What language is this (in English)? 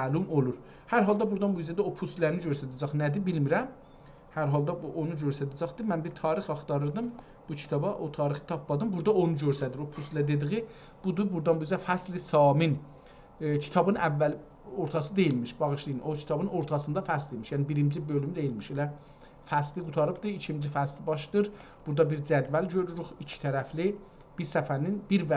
South Azerbaijani